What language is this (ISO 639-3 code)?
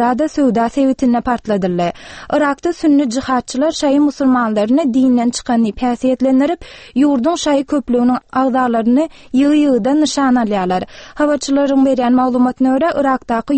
tuk